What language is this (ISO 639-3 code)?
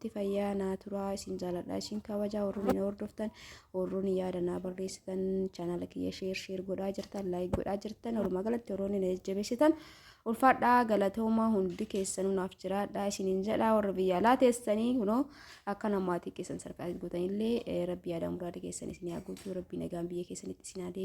orm